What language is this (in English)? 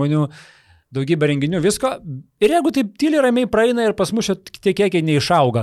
Lithuanian